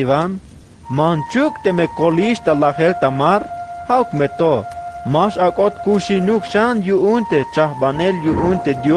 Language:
Tzeltal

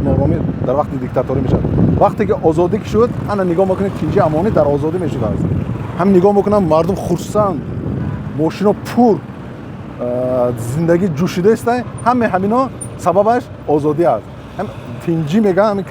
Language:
Tajik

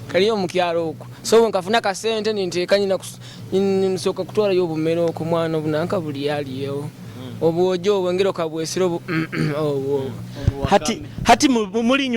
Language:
Nyoro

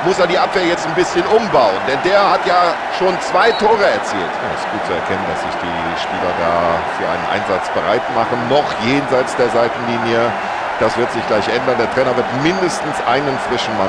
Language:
Bavarian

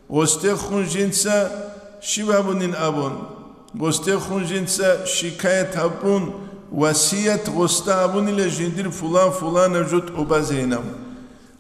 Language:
Avaric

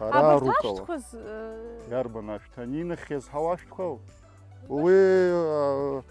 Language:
Abkhazian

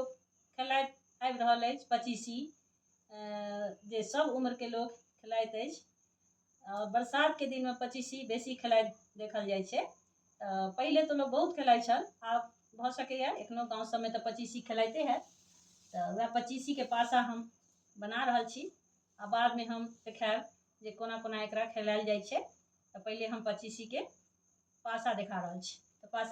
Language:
Maithili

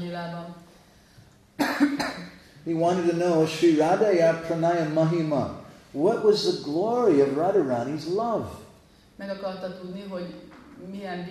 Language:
Hungarian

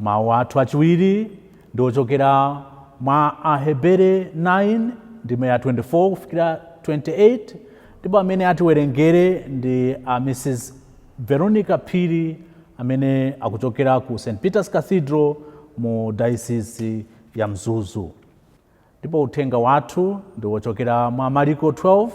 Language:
Nyanja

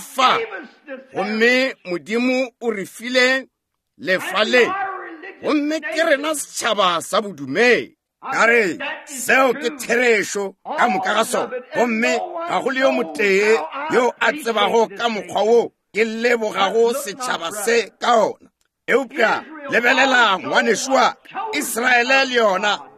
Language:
Northern Sotho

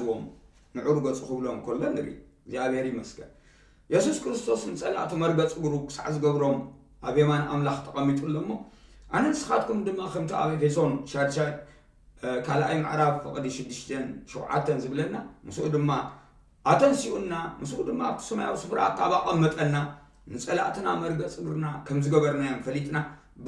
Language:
Tigrinya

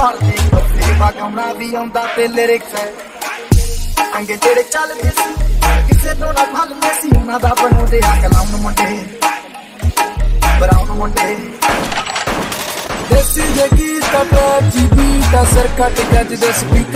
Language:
Punjabi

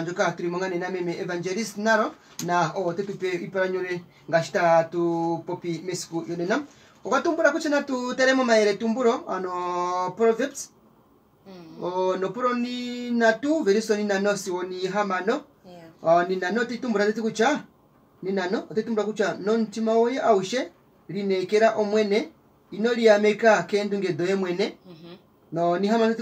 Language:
Kuanyama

